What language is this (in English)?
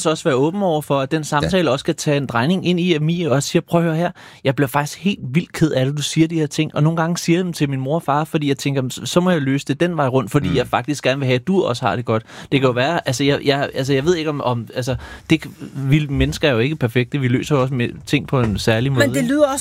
Danish